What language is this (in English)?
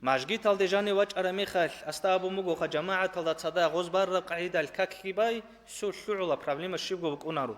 Avaric